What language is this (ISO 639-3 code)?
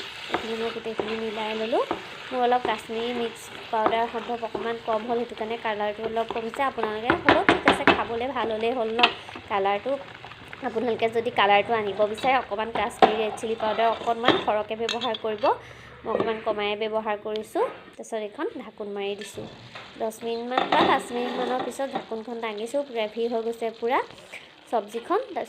asm